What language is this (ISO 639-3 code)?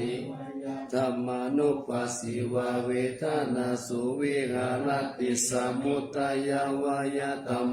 pli